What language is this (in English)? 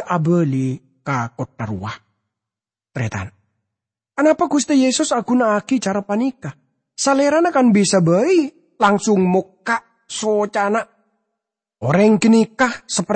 Madurese